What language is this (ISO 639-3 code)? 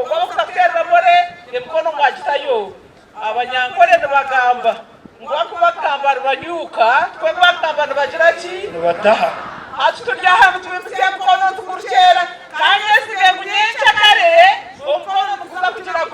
nyn